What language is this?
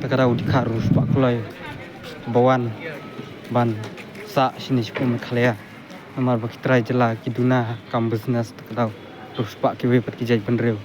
Khasi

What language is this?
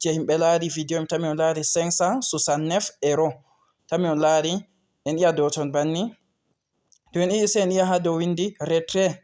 Fula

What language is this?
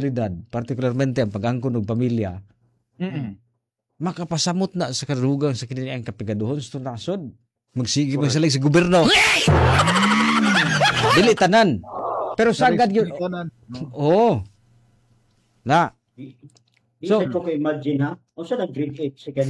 Cebuano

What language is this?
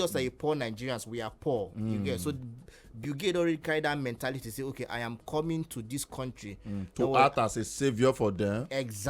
Nigerian Pidgin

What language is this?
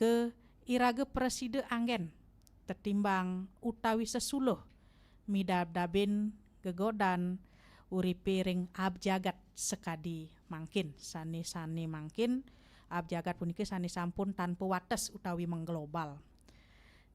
Balinese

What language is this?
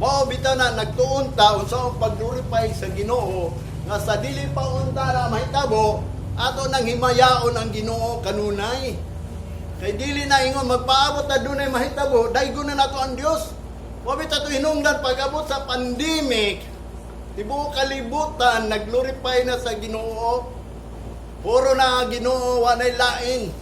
Cebuano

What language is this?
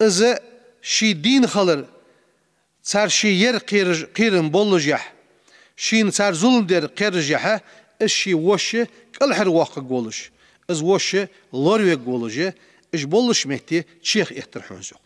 Ingush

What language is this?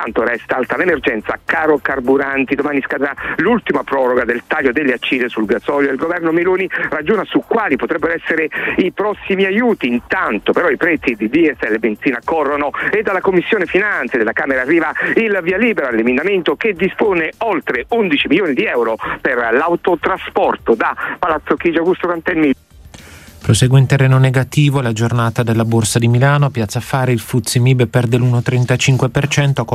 Italian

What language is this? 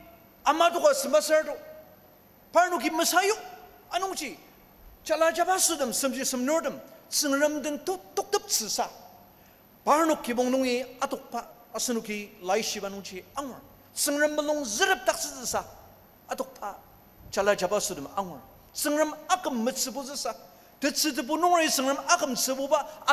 Ao Naga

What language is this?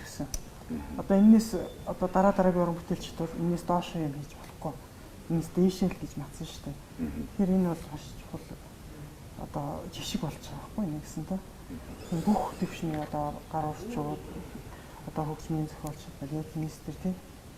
Mongolian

